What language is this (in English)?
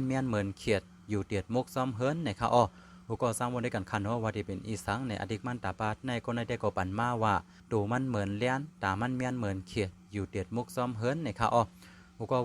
Shan